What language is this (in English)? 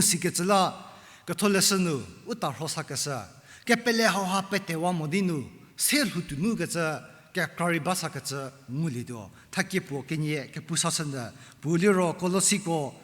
Angami Naga